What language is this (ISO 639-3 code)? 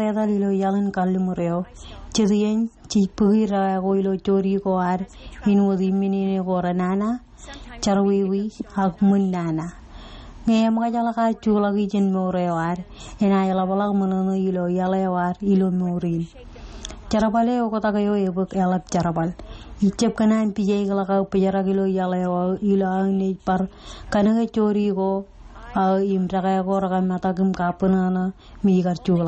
mah